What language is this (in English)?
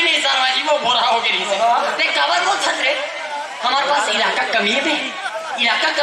Chhattisgarhi